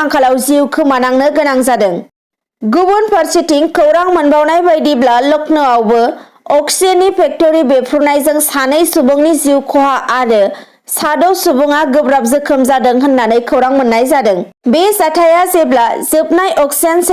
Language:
Bodo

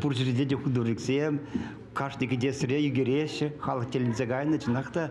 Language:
Chuvash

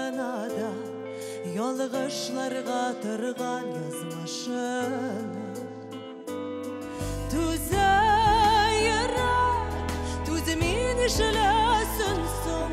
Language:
Tatar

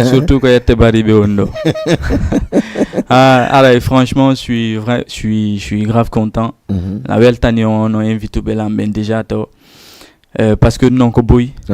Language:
Fula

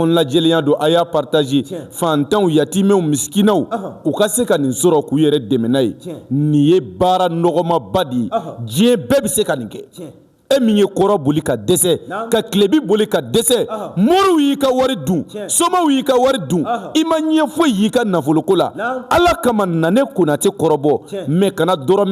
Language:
Bambara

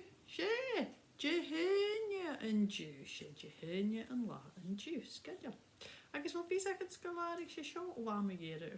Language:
Scottish Gaelic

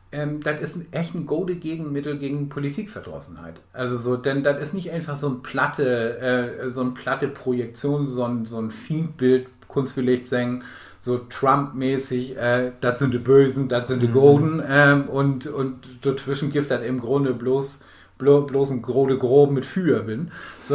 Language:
Low German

